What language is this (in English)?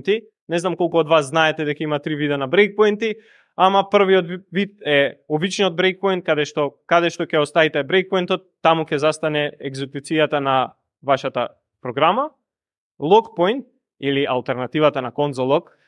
Macedonian